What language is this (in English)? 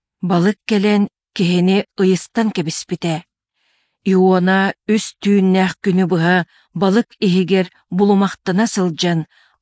Yakut